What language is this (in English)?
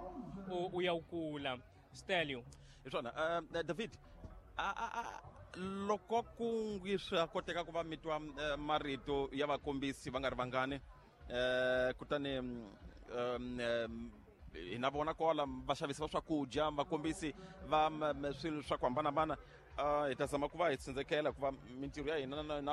Tsonga